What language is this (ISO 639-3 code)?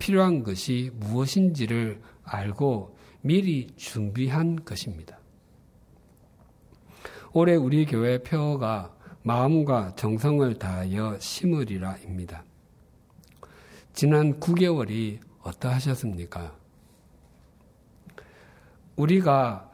kor